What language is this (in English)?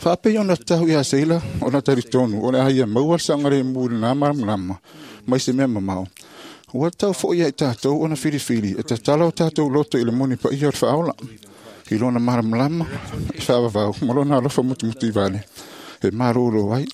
Samoan